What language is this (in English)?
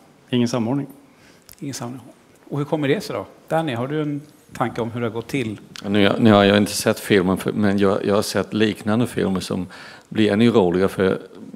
Swedish